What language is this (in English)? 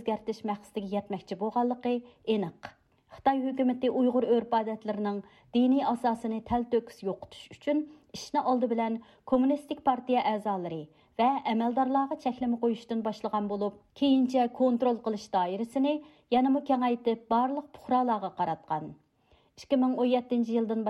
Uyghur